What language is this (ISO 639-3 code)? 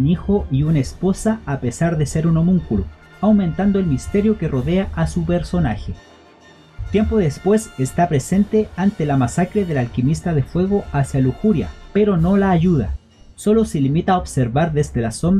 spa